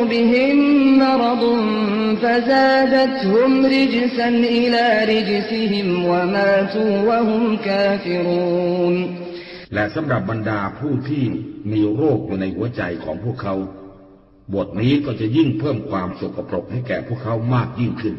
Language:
Thai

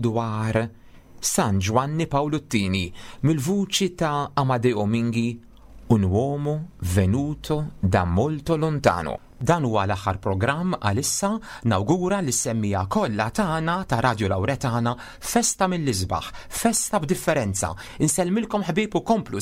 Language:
Maltese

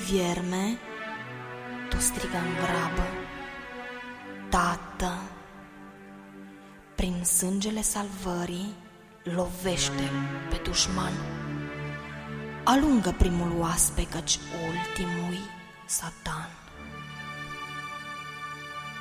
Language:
Romanian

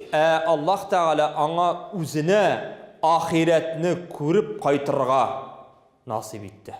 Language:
Tatar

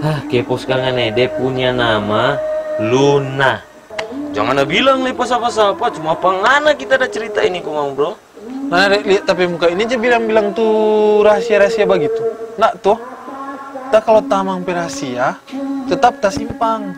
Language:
Manado Malay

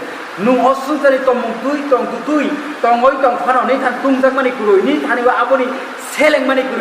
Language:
Kok Borok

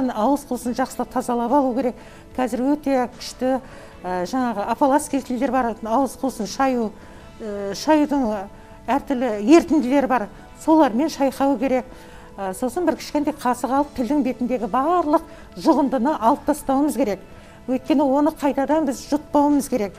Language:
Kazakh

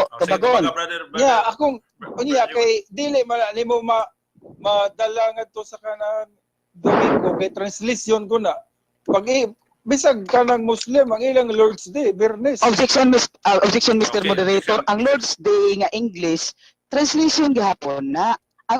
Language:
Cebuano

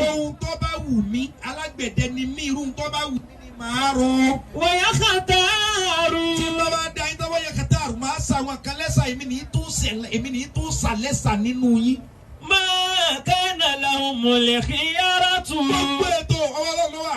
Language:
Yoruba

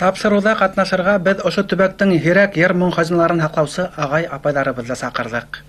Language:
Bashkir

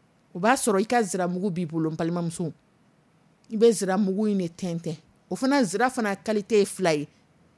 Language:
Dyula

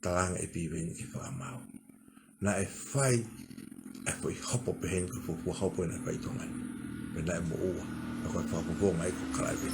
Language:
Tongan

